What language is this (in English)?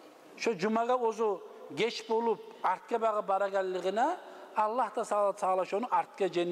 Kumyk